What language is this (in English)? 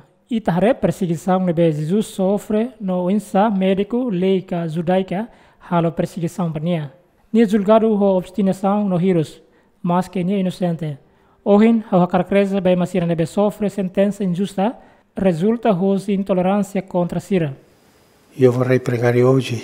Tetum